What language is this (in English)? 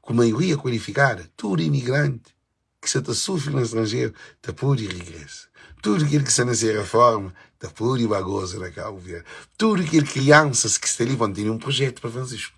Kabuverdianu